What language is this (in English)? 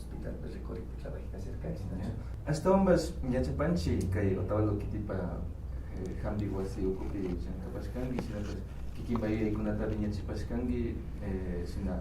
Imbabura Highland Quichua